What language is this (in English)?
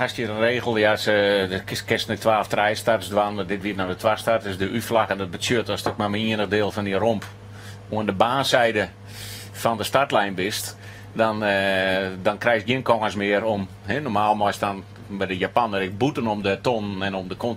Western Frisian